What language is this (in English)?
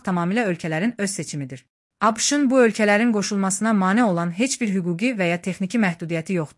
Azerbaijani